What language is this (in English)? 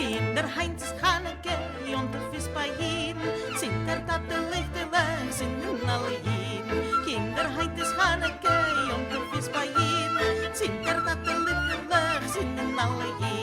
Yiddish